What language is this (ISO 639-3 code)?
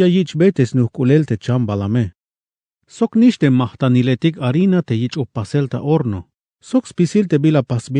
tzh